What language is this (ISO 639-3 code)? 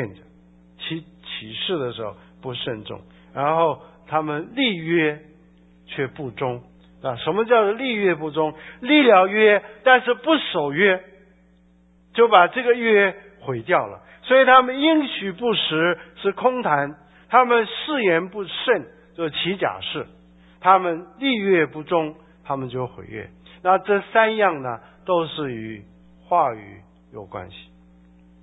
zho